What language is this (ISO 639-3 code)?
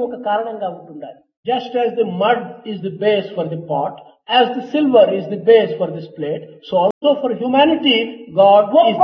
tel